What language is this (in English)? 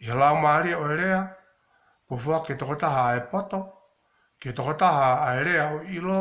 Tongan